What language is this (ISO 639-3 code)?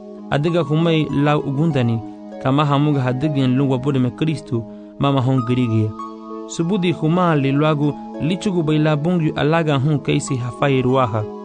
cab